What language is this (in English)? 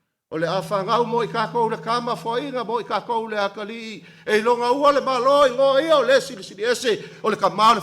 Samoan